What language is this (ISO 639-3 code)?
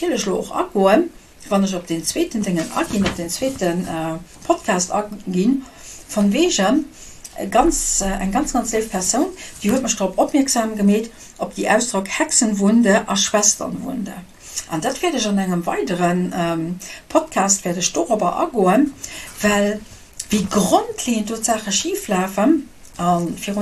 ltz